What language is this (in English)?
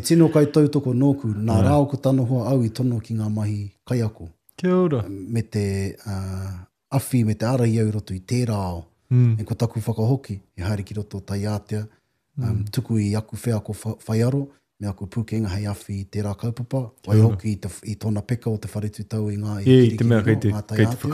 Māori